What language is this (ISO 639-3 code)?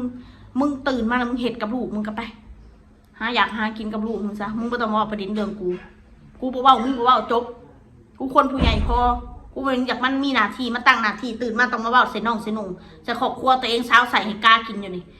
tts